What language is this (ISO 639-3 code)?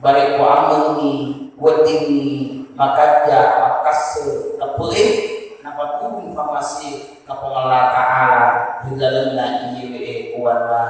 bug